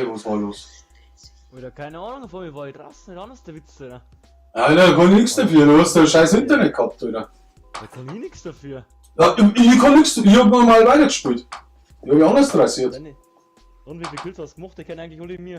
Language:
Bavarian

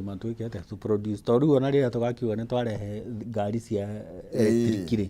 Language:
Kikuyu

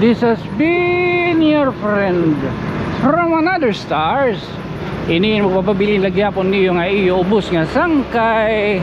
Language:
Waray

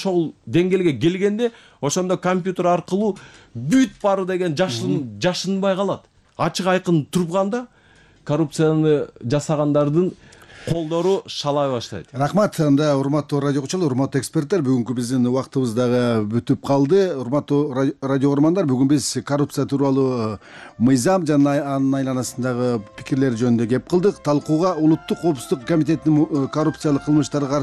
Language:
Kyrgyz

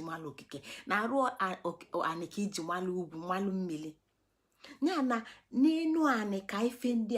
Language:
Igbo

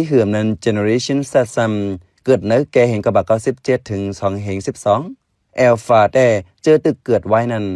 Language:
Shan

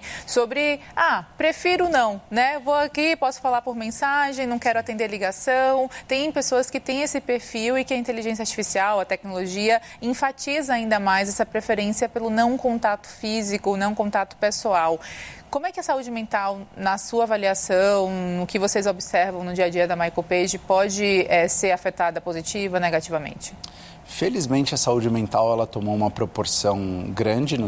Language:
Portuguese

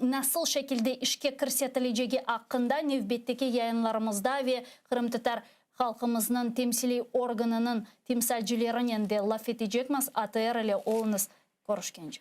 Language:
Crimean Tatar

